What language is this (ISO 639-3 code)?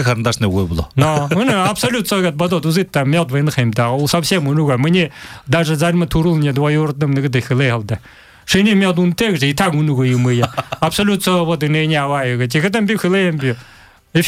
bua